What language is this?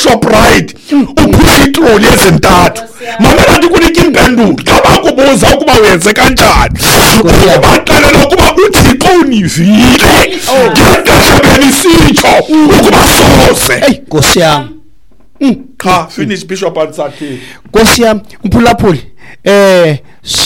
Xhosa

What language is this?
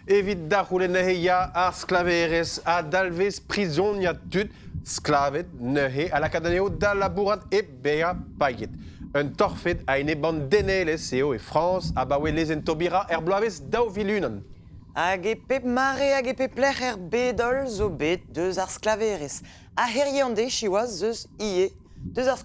Breton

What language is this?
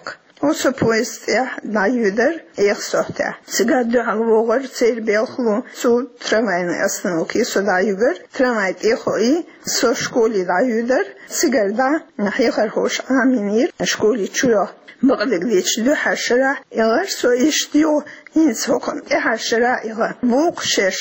Chechen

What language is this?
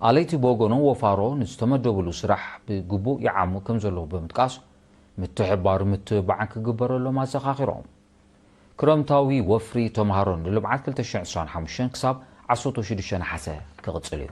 Tigrinya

